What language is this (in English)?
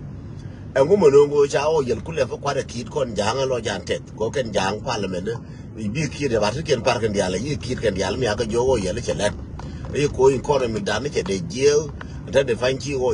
Nuer